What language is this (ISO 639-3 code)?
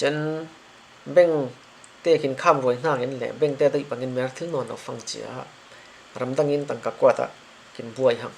cfm